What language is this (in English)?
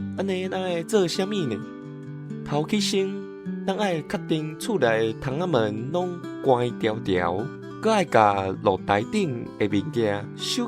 Min Nan Chinese